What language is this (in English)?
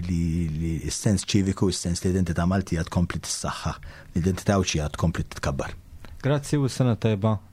Maltese